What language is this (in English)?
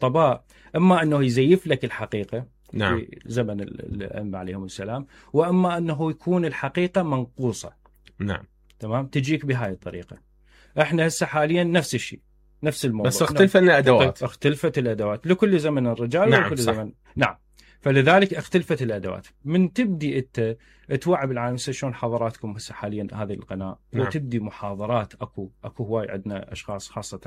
Mesopotamian Arabic